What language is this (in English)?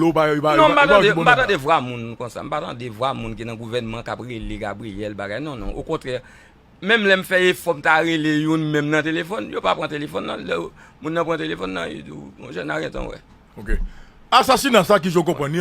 Haitian Creole